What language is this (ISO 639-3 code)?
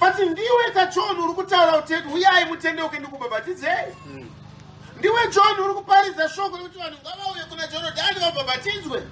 sna